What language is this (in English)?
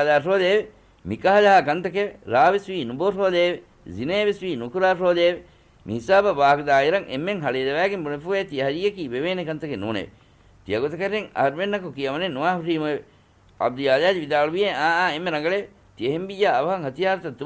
Divehi